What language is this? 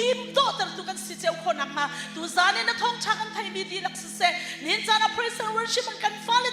Hakha Chin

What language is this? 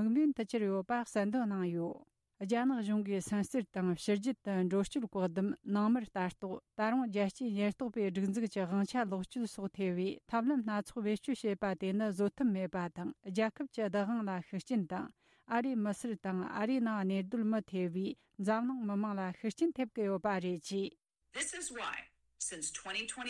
Tibetan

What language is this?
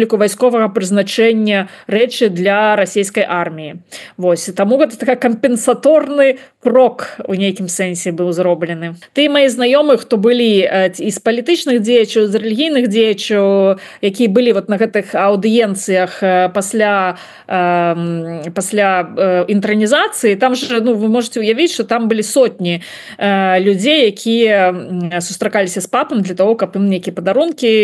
Belarusian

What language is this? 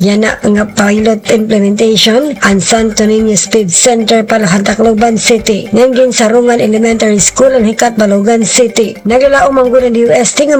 Waray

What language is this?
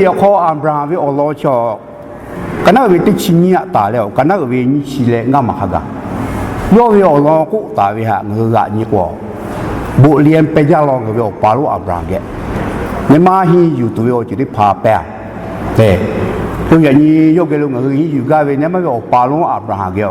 Lahu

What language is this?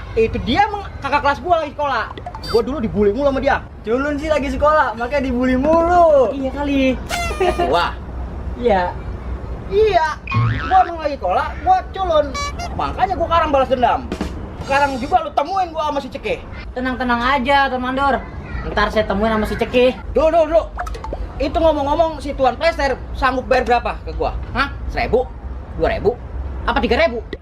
Betawi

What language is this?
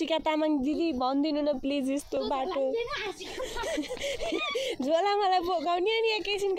Nepali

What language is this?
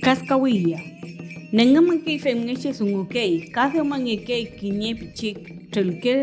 Mapuche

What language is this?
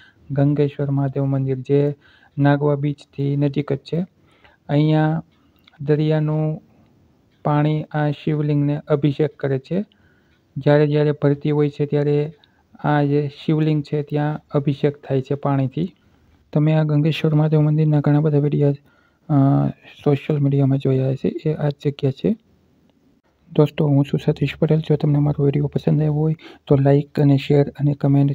Gujarati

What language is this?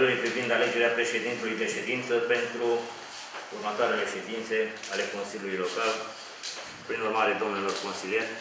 Romanian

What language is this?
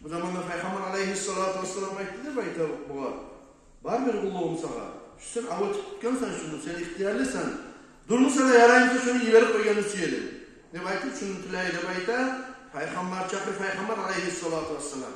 Kumyk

